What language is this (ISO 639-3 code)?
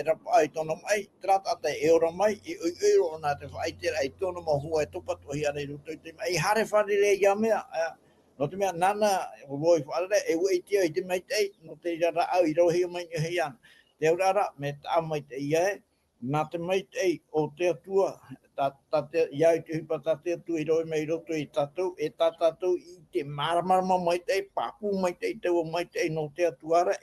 tah